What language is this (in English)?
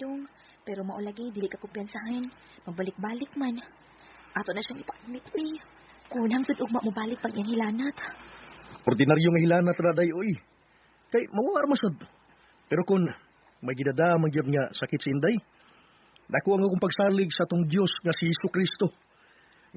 Cebuano